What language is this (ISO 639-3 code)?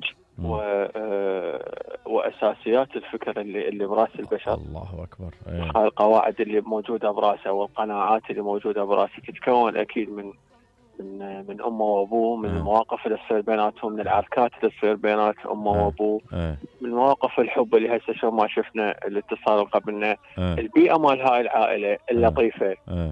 acm